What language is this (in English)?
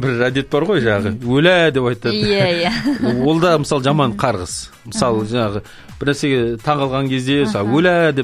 Kazakh